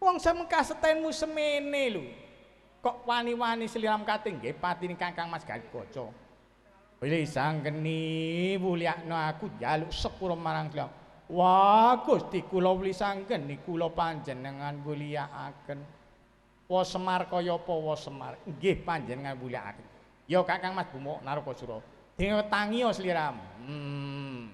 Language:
Javanese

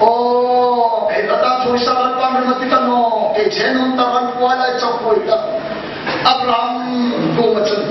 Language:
Hmar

